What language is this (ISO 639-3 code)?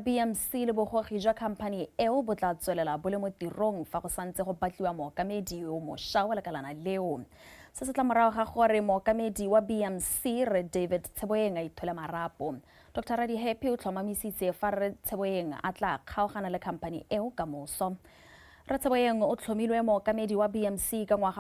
tsn